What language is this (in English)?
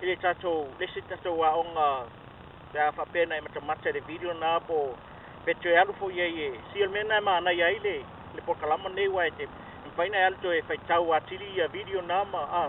Samoan